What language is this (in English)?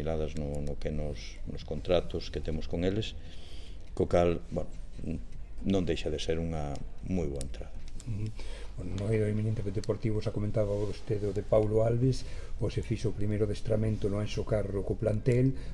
Galician